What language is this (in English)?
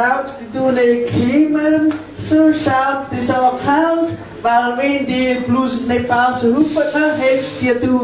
Bavarian